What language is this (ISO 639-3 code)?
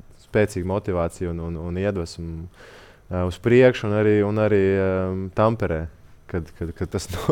lav